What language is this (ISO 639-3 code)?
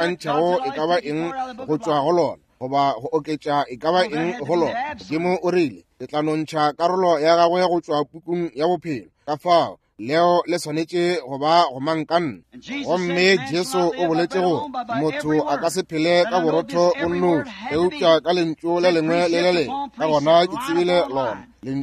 nso